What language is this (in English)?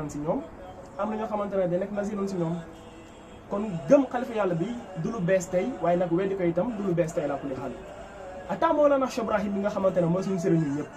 Wolof